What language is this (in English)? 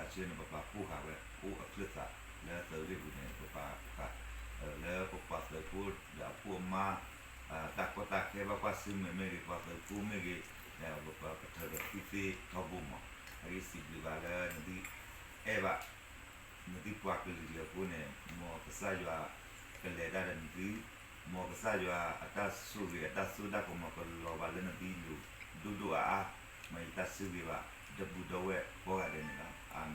S'gaw Karen